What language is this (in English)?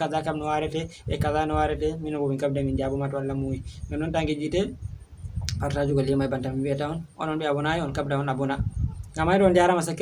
Fula